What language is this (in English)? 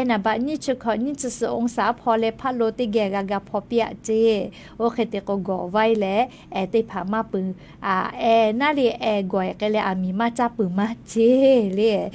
Lahu